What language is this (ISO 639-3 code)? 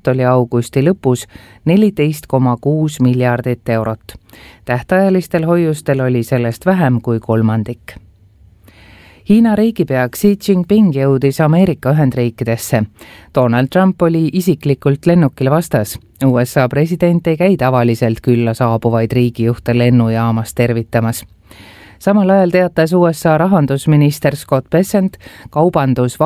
est